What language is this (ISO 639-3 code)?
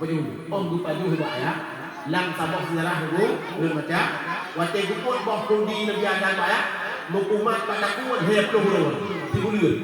ace